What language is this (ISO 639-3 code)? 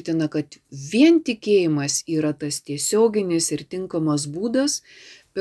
lit